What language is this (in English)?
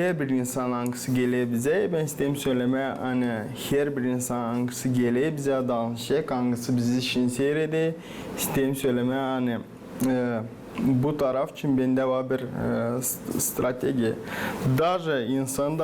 Gagauz